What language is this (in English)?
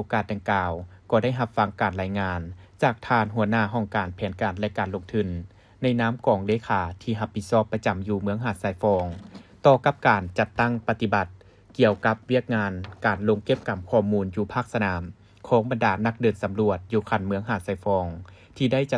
Lao